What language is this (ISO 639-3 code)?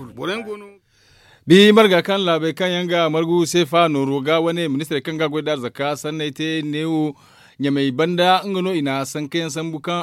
dje